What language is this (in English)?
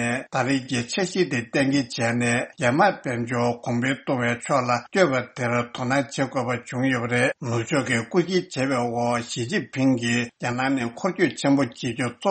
Tibetan